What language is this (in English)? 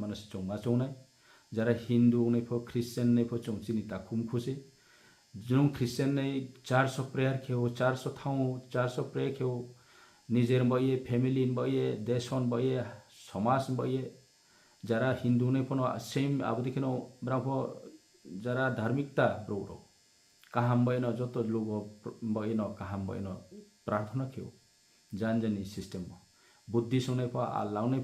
Riang (India)